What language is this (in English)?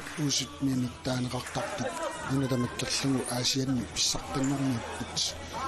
Kalaallisut